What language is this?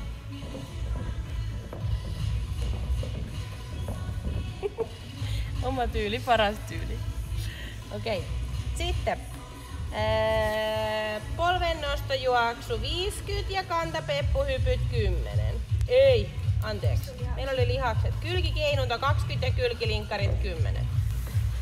Finnish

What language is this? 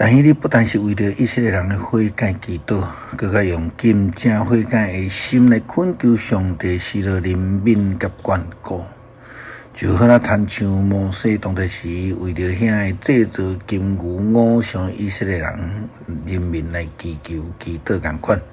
Min Nan Chinese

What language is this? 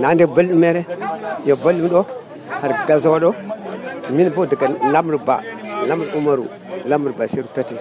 Nigerian Fulfulde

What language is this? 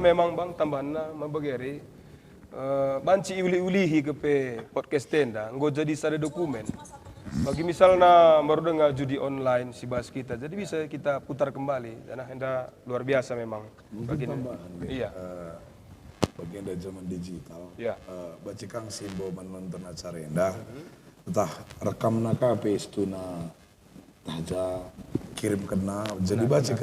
Batak Karo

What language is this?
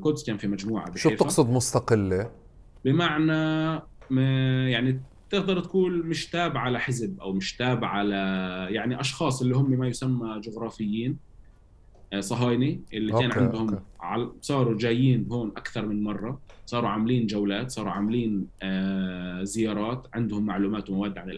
North Levantine Arabic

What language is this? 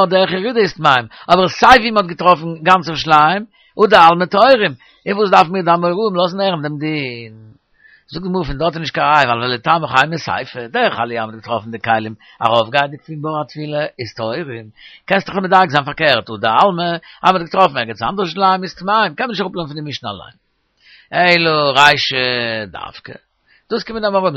Yiddish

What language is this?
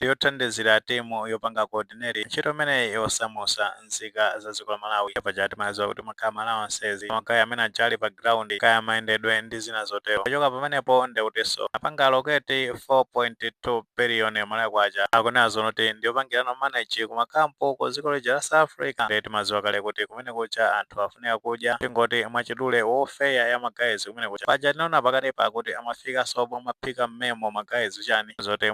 Nyanja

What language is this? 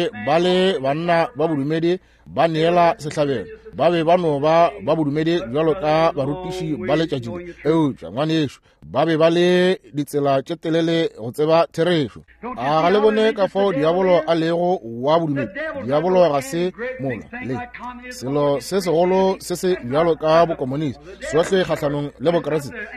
Northern Sotho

